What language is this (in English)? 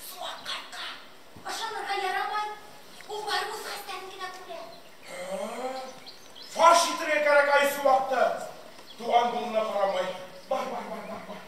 Bashkir